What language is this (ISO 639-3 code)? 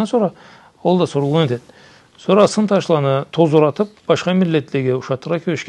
krc